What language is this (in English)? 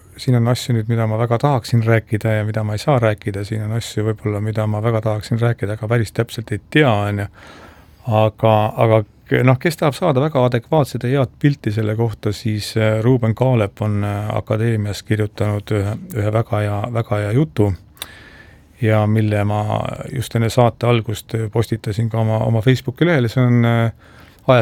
Estonian